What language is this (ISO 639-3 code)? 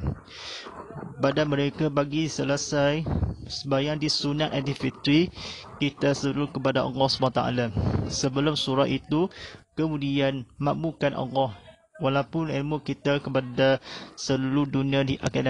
msa